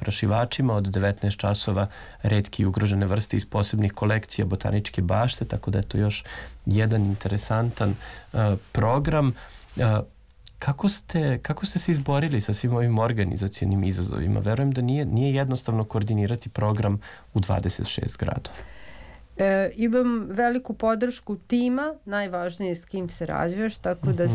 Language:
Serbian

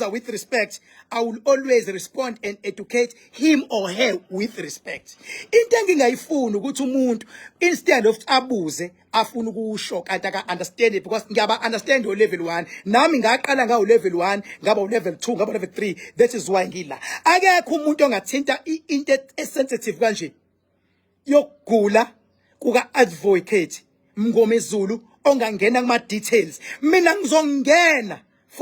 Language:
Zulu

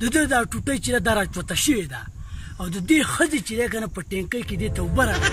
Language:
Pashto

